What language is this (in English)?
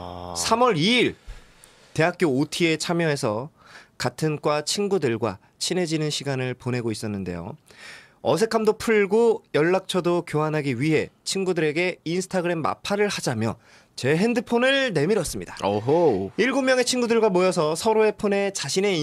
Korean